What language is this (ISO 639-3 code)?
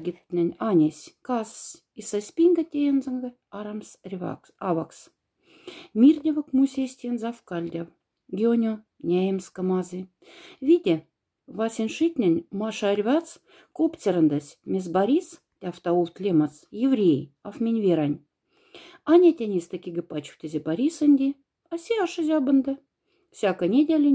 mdf